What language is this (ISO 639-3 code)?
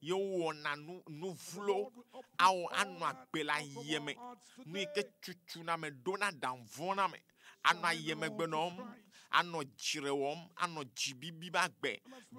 ewe